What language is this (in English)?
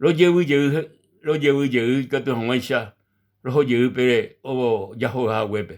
Guarani